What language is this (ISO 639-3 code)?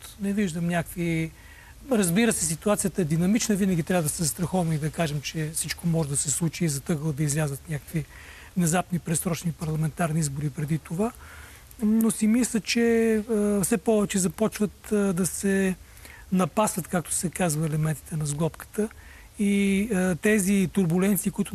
bul